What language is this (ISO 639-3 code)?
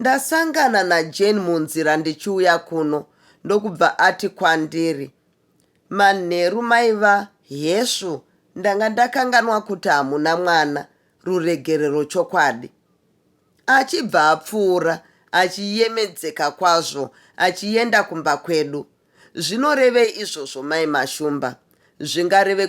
sna